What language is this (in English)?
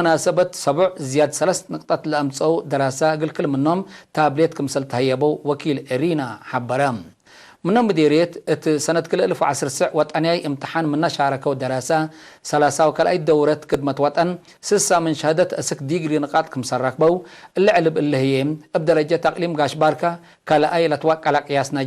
Tigre